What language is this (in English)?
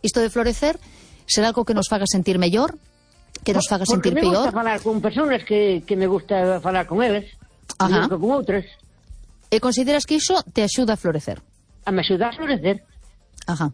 Galician